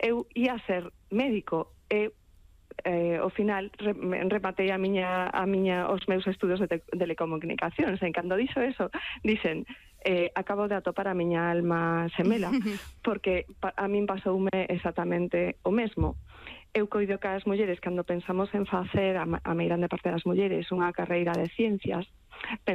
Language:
Galician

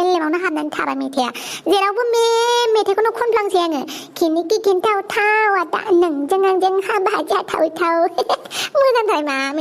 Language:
Bodo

